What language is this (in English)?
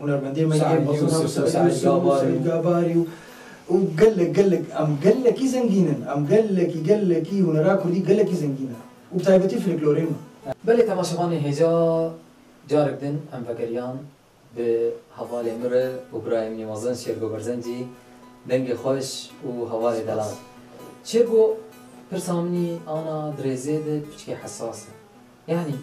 Kurdish